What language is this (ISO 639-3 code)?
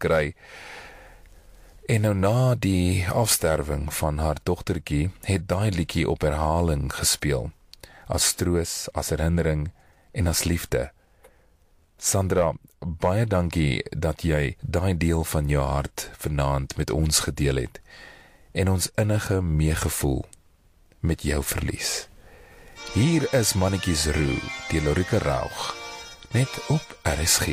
afr